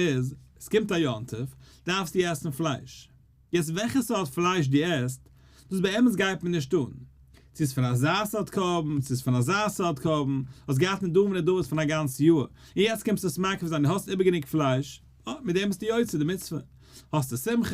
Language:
Yiddish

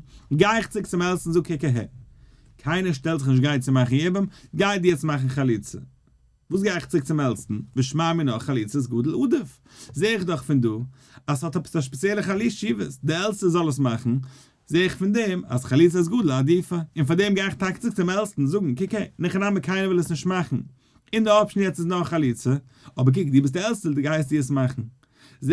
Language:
Yiddish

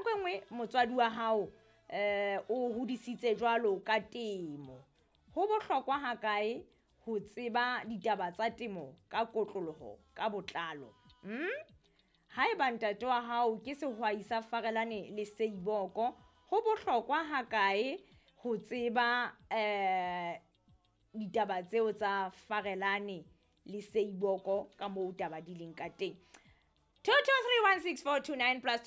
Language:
Southern Sotho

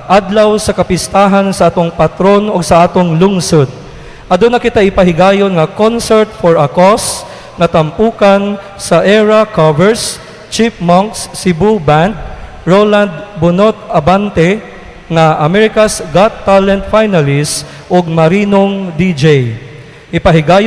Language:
Cebuano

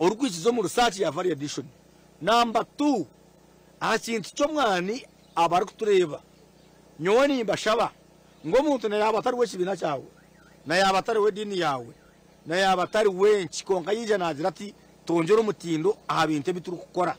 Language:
Nyankole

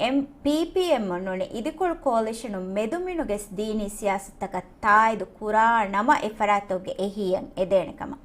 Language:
Divehi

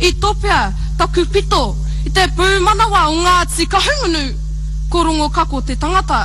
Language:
Māori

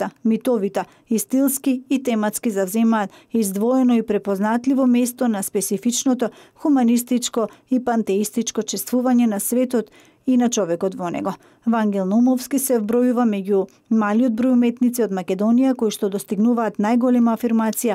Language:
Macedonian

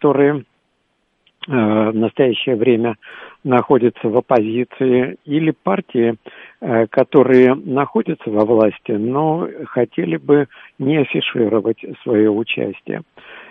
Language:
Russian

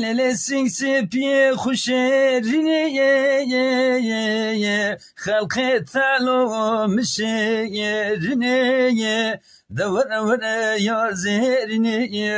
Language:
Zaza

